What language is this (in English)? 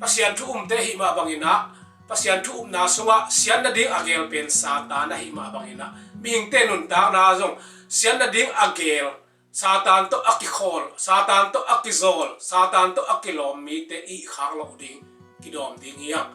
Tedim Chin